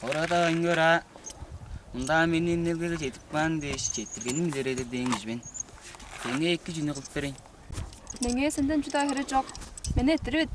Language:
Tuvinian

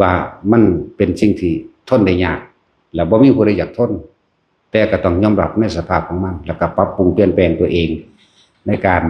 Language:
Northeastern Thai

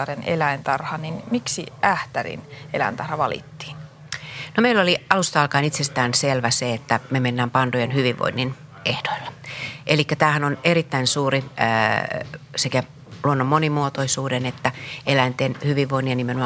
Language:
Finnish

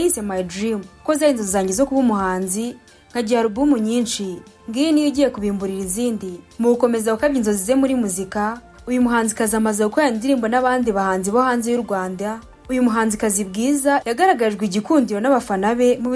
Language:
Kinyarwanda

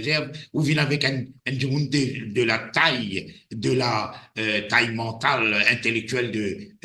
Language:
Morisyen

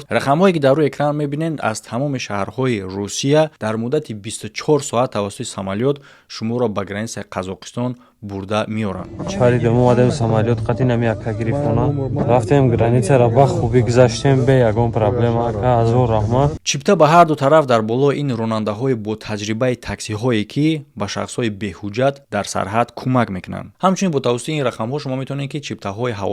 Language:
Tajik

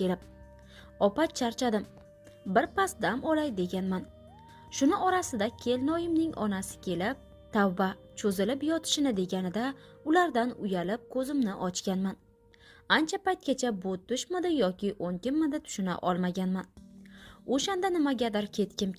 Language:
Uzbek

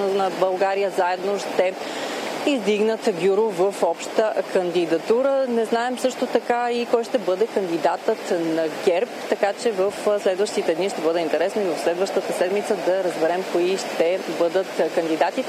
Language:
Bulgarian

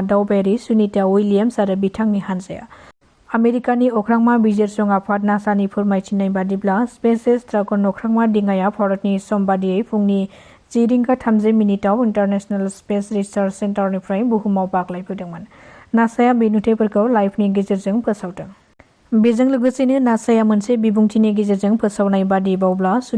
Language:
Bodo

